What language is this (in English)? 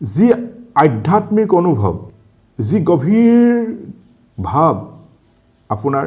Assamese